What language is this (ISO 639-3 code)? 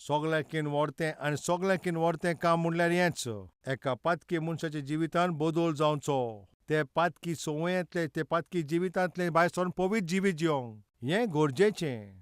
kok